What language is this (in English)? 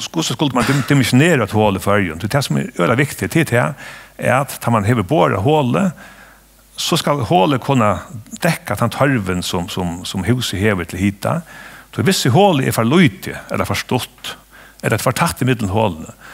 Faroese